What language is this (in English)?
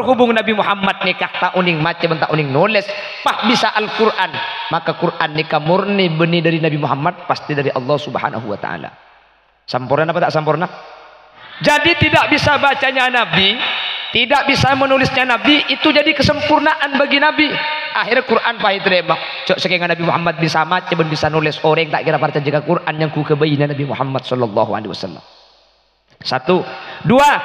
Madurese